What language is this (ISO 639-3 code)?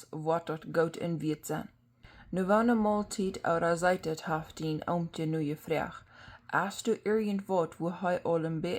pdt